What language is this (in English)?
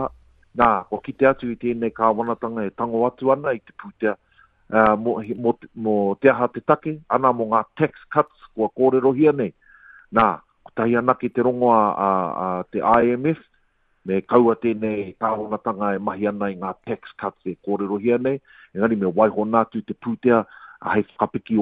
Māori